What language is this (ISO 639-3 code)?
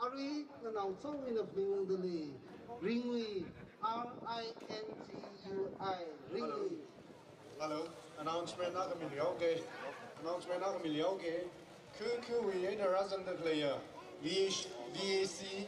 nmf